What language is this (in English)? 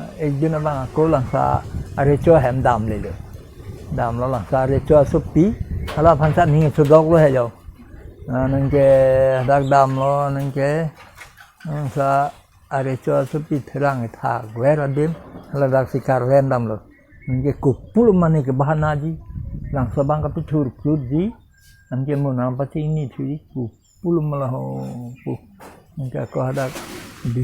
Karbi